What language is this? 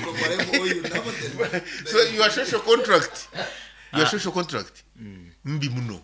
Nyoro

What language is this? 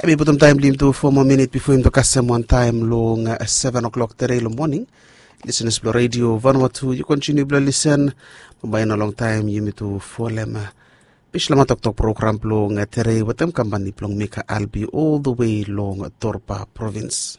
Bislama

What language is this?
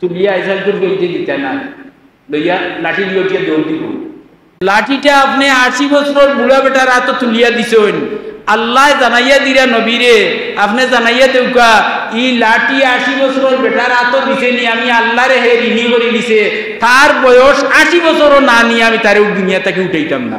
Sylheti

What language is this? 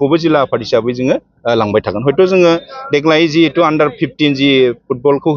Bodo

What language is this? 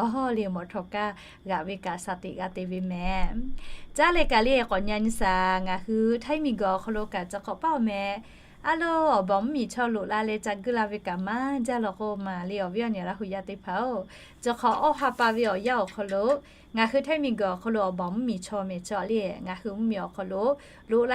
Lahu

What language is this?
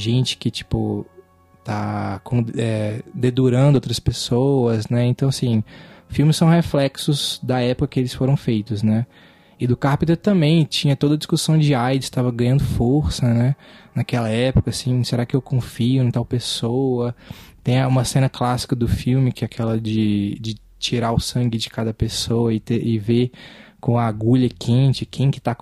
Portuguese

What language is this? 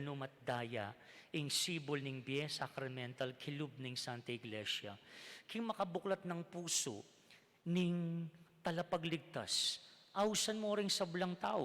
Pampanga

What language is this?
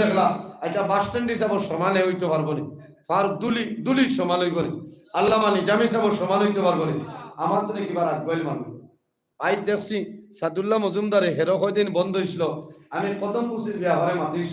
Sylheti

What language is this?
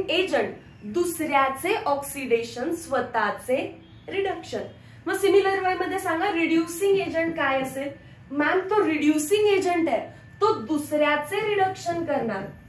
Marathi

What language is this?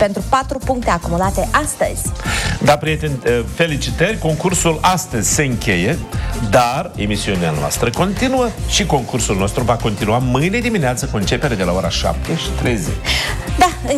Romanian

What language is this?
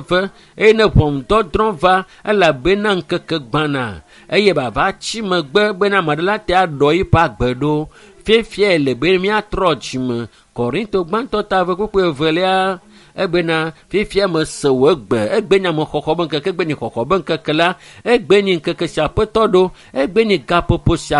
Ewe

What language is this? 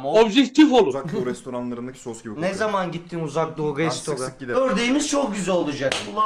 Turkish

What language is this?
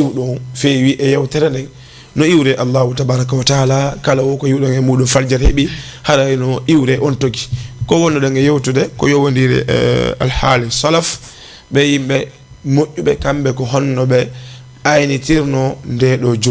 Fula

